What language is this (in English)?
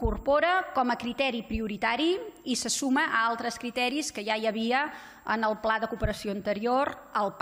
Catalan